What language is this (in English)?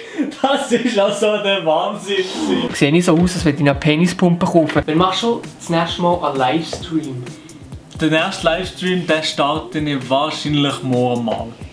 Swiss German